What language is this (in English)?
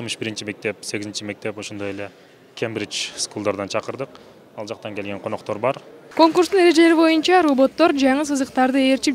Kyrgyz